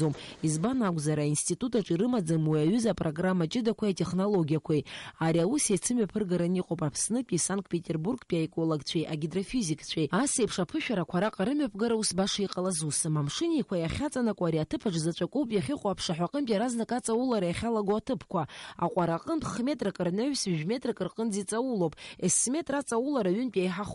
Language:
Abkhazian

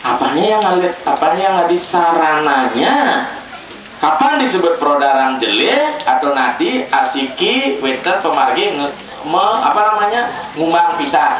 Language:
Balinese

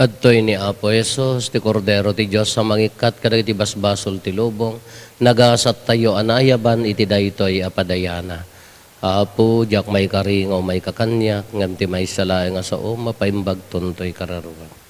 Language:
Iloko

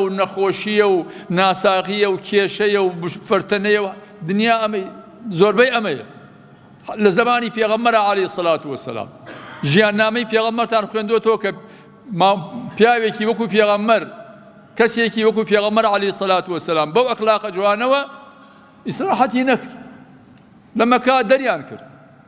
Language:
Central Kurdish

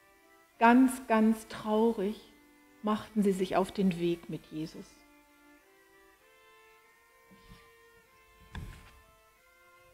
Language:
German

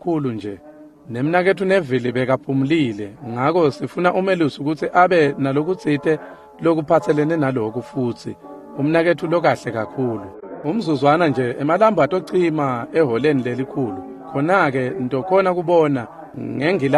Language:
Swati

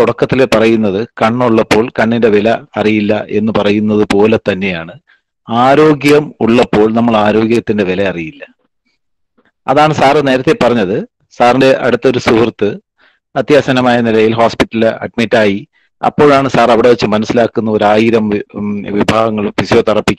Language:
Malayalam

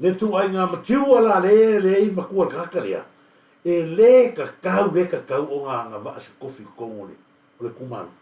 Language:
Samoan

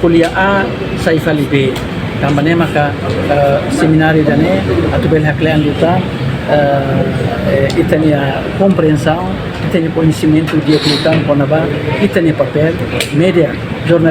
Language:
Tetum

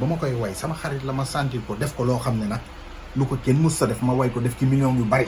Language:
Wolof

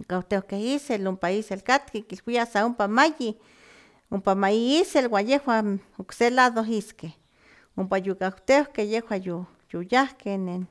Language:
Slovenian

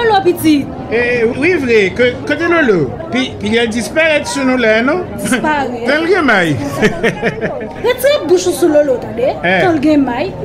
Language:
Haitian Creole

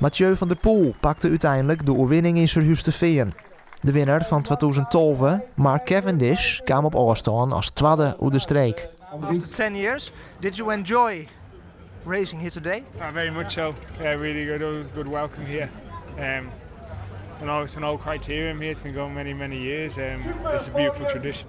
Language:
Western Frisian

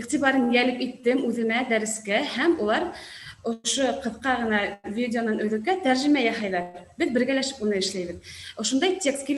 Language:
Bashkir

